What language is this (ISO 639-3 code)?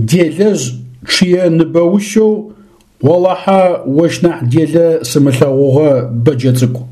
ady